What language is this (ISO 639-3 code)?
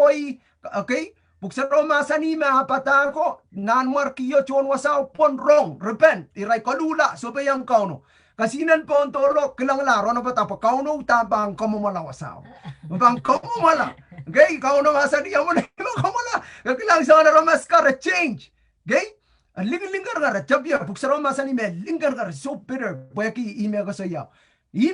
pon